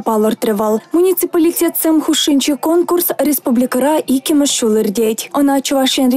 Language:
Chuvash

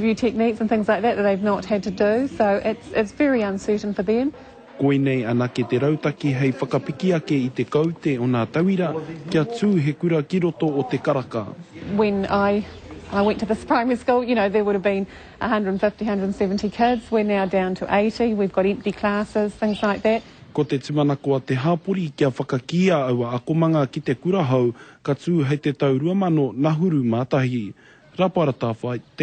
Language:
Māori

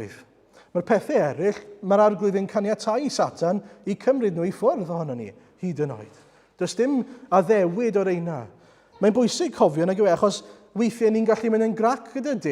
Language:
Welsh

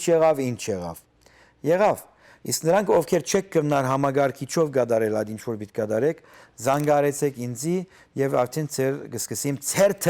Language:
Western Armenian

